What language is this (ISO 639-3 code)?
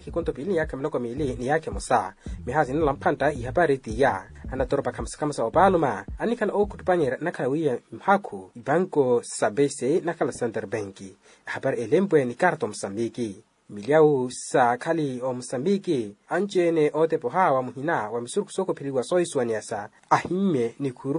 vmw